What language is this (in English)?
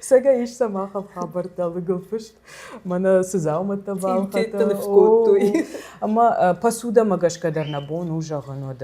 Ossetic